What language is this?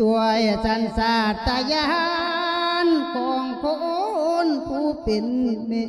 Lao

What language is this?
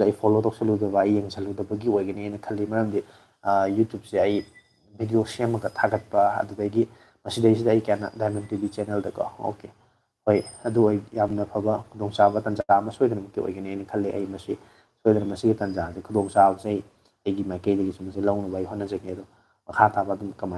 Manipuri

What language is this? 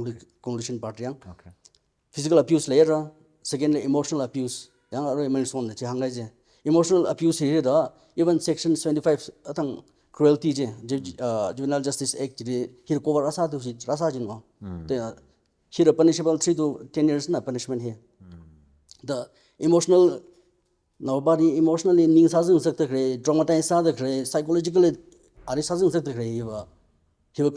Tangkhul Naga (India)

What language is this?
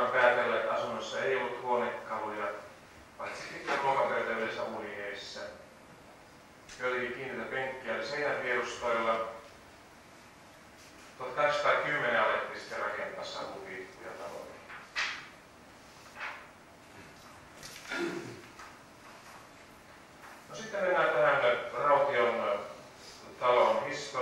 Finnish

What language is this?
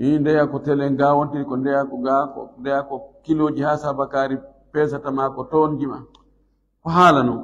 Fula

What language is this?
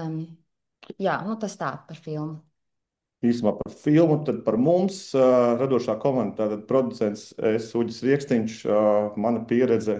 Latvian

